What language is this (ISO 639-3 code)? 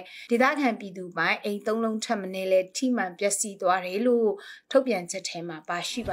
mya